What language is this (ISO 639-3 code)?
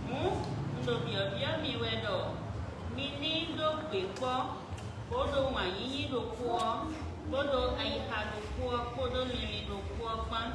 fon